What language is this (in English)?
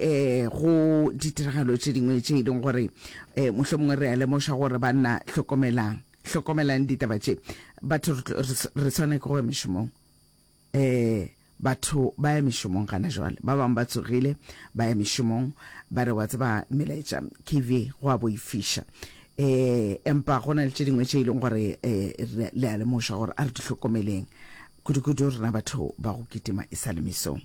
Northern Sotho